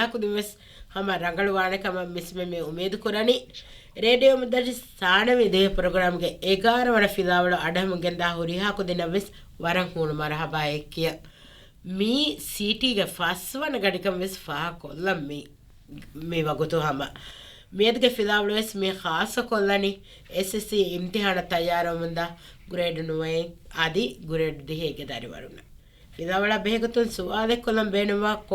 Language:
Divehi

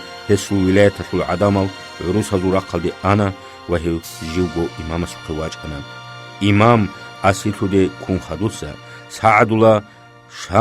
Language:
Avaric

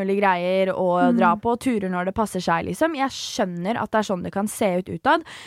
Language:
Norwegian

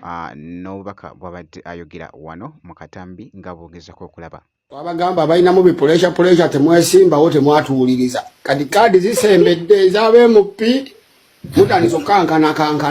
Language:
Ganda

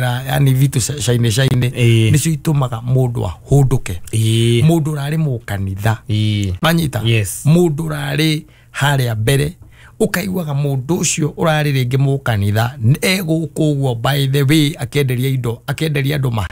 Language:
Kikuyu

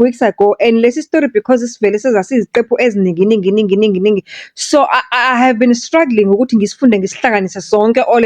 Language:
Zulu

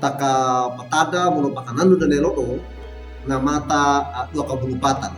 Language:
Wejewa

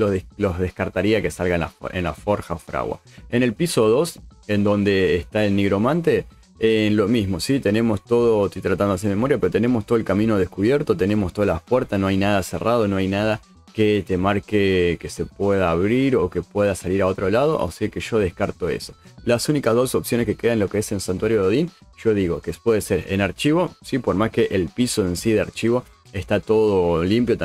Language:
Spanish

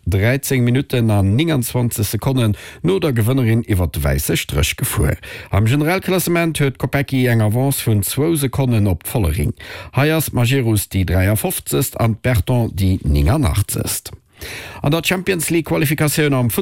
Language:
Luxembourgish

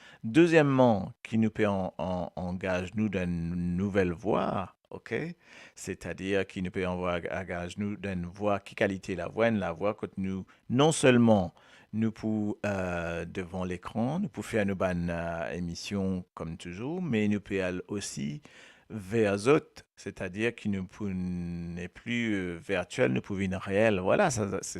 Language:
Morisyen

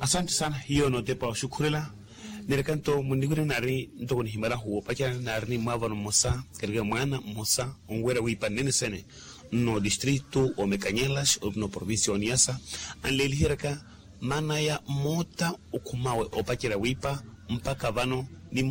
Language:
Makhuwa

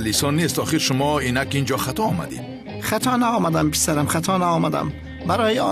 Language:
Tajik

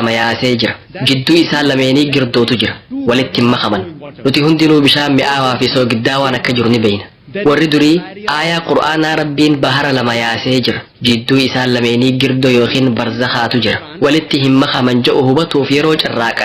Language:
Oromo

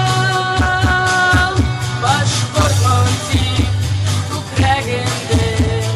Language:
Bashkir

